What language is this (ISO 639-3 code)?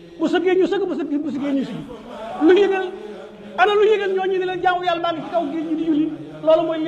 wol